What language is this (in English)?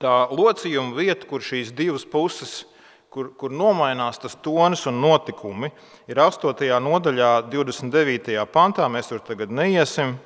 Latvian